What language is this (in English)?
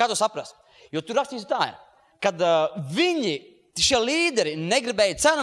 Latvian